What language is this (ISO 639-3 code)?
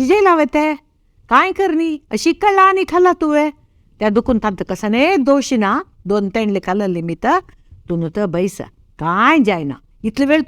kok